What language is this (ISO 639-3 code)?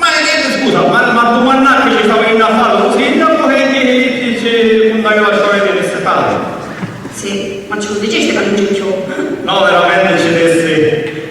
scn